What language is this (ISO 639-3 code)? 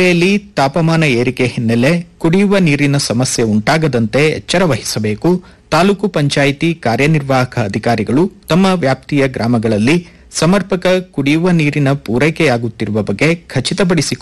kan